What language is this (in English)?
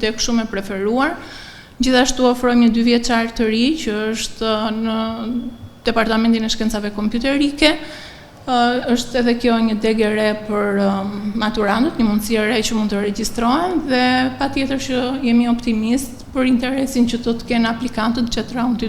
Albanian